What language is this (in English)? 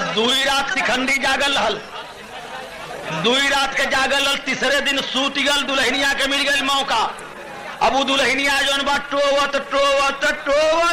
Bhojpuri